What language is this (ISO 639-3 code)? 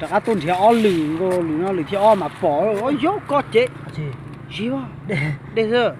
hmn